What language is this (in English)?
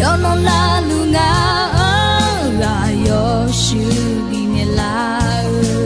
Akha